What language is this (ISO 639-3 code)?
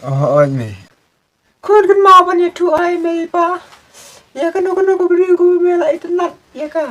kha